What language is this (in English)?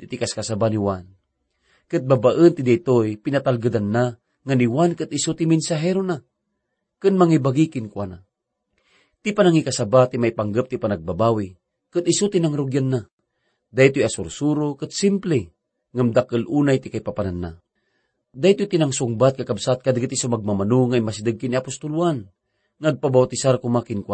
Iloko